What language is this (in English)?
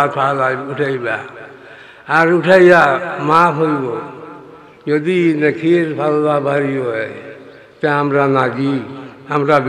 Sylheti